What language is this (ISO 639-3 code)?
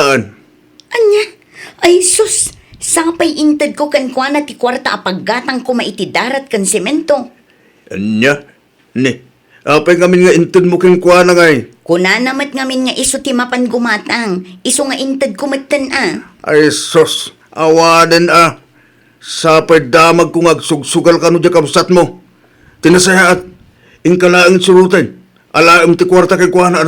ilo